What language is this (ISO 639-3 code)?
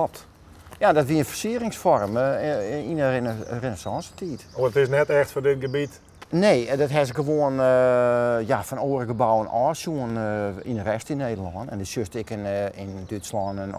fry